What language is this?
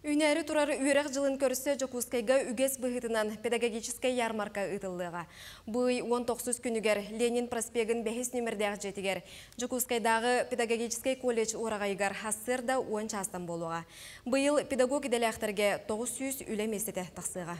Yakut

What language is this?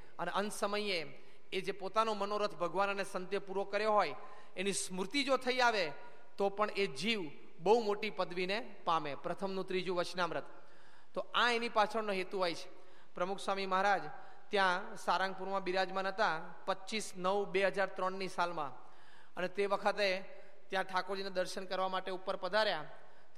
Gujarati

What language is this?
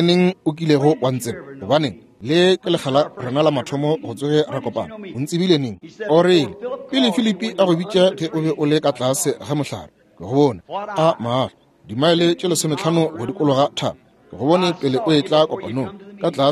Northern Sotho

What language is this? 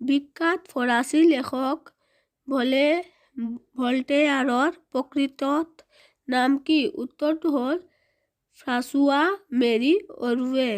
Assamese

